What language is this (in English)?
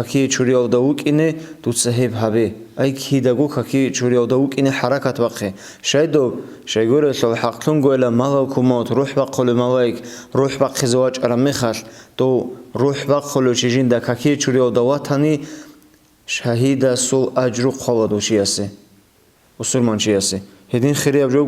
Avaric